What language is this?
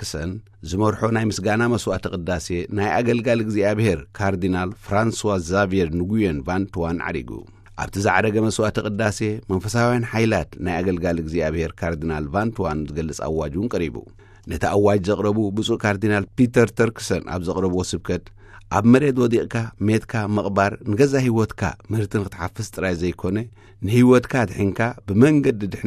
Tigrinya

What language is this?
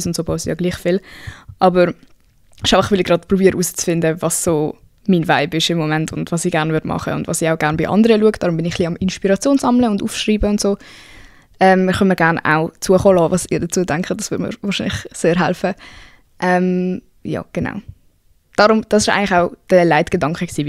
Swiss German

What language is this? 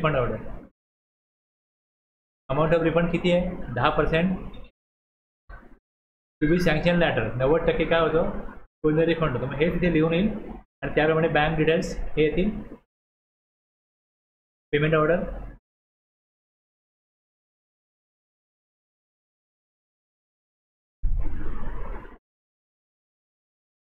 Marathi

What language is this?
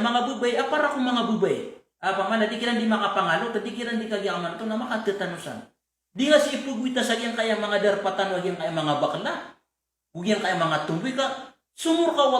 Maranao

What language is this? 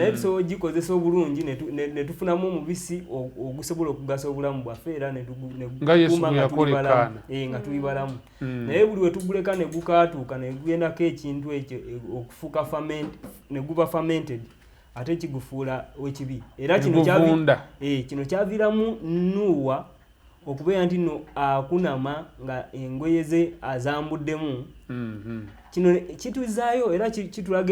Ganda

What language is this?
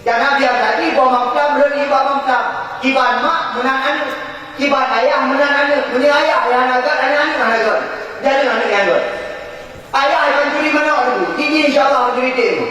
Achinese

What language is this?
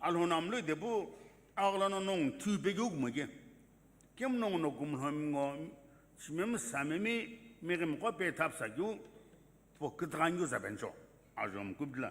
Sumi Naga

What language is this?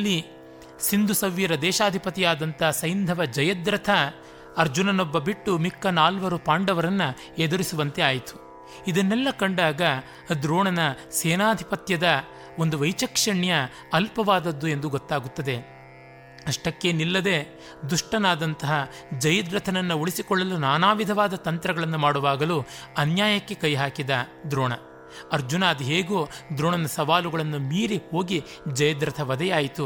Kannada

